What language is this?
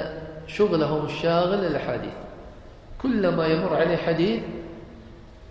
Arabic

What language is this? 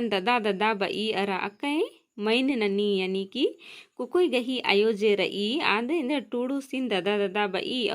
Kurukh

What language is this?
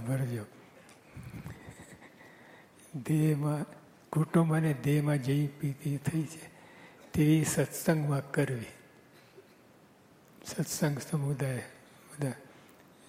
Gujarati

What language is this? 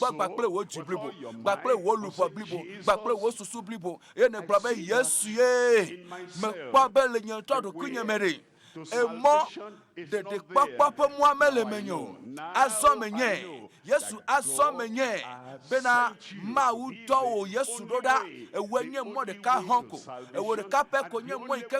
Ewe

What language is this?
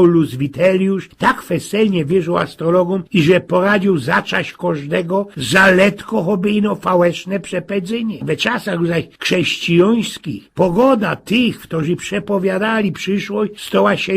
Silesian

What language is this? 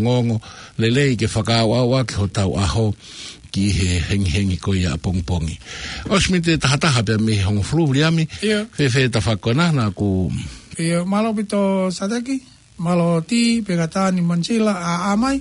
Tongan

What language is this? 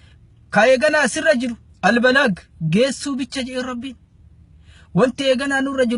Oromo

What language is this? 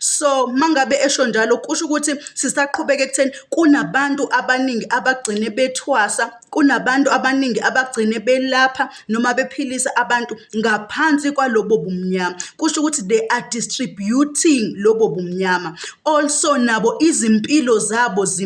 Zulu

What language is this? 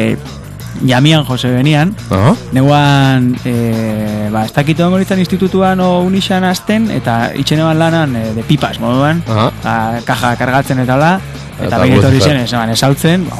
Basque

